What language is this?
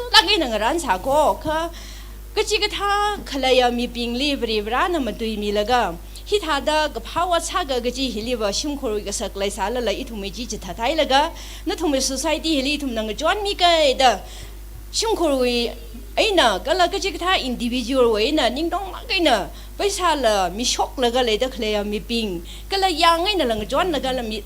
Tangkhul Naga (India)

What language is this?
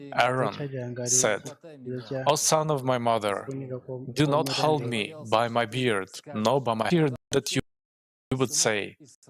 Nyanja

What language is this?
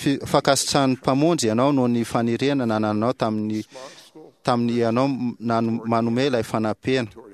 Malagasy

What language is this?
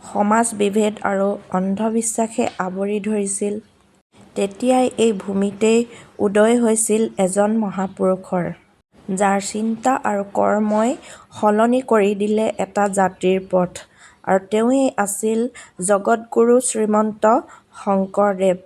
Assamese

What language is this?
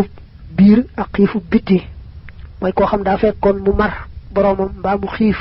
Wolof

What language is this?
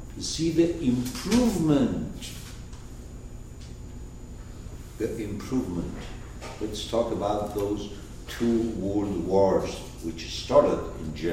English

